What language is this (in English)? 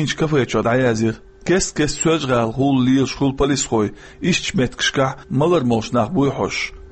Chechen